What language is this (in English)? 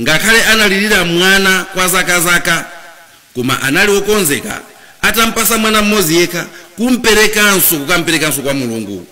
Nyanja